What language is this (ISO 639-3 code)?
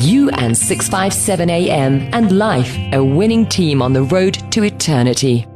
eng